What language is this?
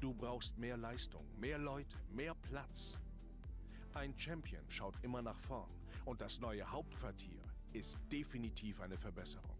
Bavarian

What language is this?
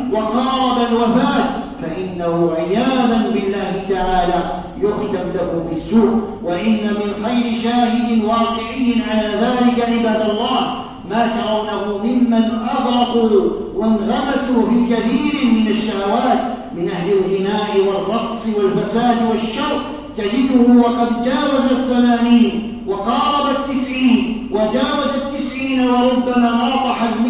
Arabic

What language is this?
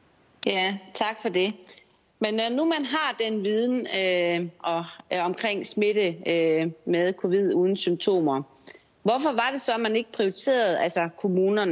Danish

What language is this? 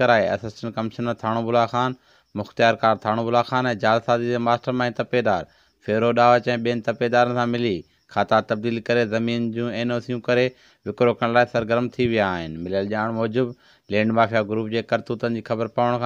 Sindhi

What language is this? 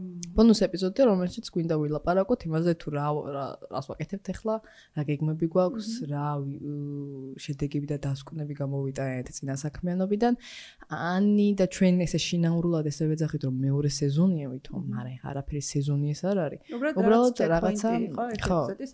Georgian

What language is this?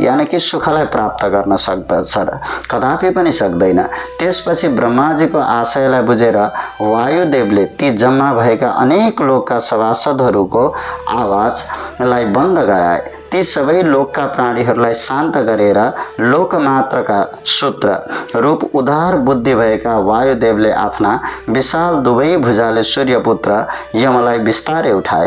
Nepali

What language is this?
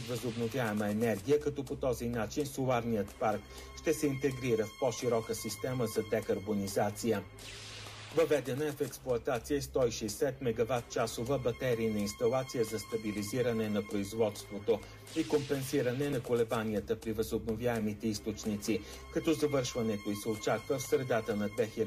Bulgarian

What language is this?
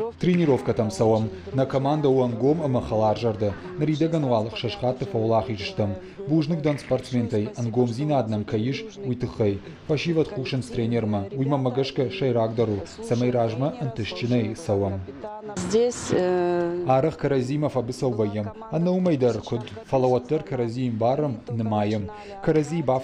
Ossetic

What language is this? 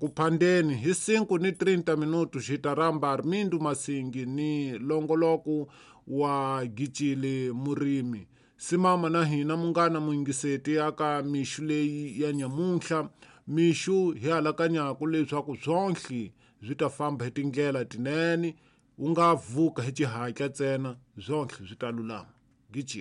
Tsonga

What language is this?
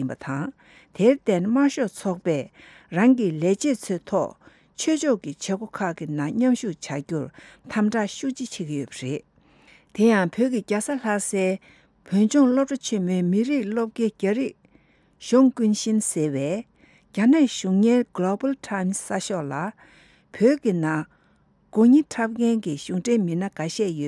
Tibetan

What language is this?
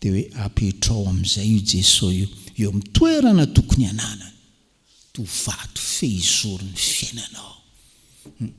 Malagasy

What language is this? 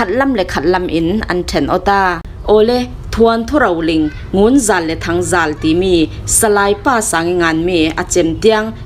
Falam Chin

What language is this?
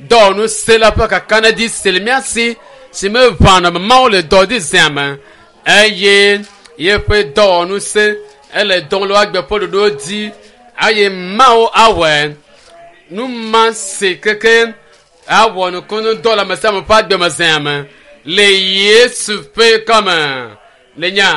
Ewe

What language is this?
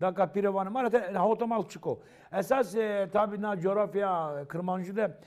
Zaza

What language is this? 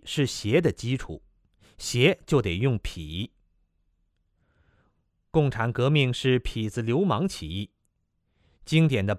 Chinese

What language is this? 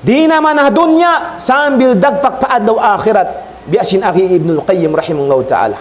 Tausug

